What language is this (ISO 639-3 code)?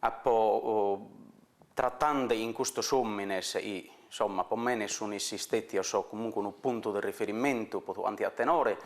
srd